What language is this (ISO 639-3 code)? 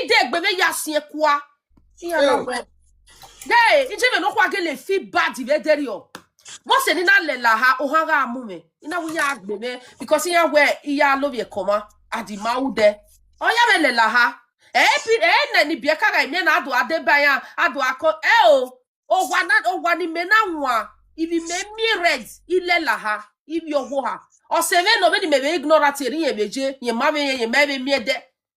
pcm